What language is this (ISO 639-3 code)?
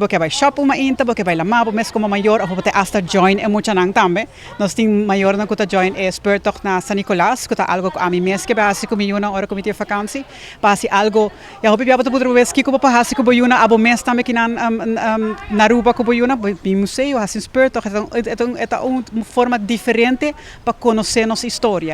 pap